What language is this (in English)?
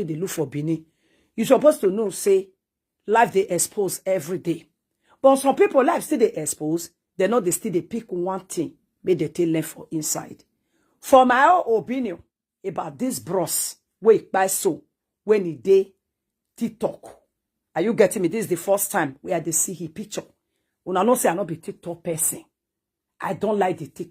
Nigerian Pidgin